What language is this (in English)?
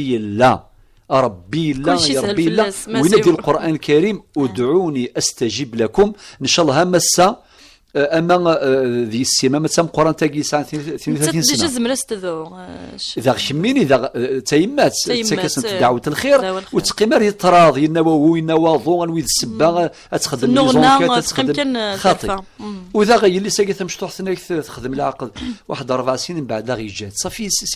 Kabyle